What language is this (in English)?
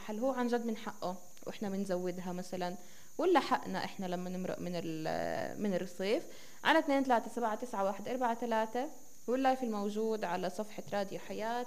North Levantine Arabic